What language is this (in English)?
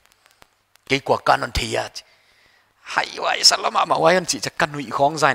Paite Chin